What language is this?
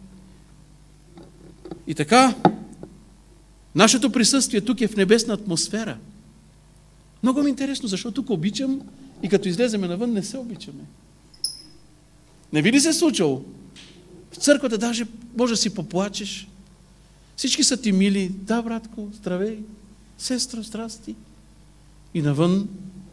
Bulgarian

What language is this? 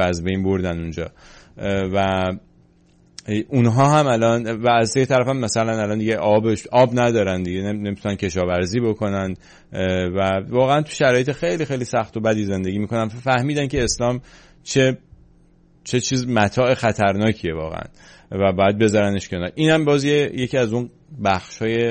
Persian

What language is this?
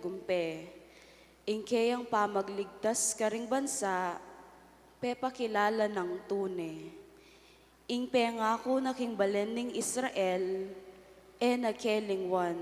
Pampanga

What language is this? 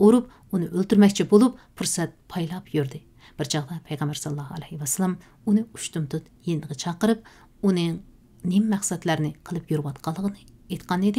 Uyghur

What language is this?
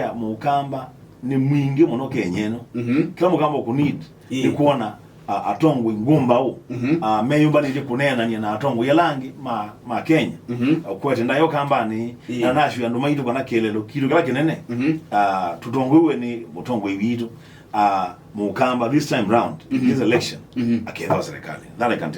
Kamba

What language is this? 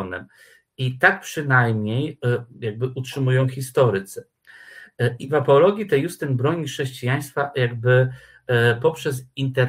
Polish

